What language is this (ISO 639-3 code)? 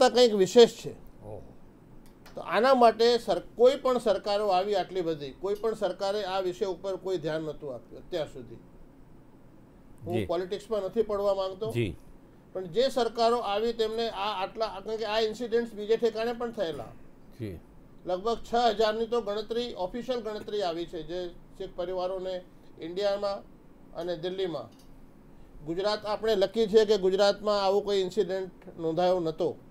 guj